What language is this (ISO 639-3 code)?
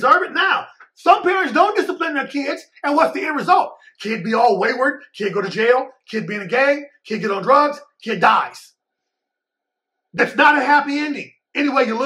eng